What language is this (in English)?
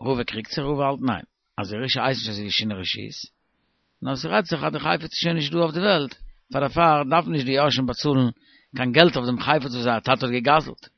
Yiddish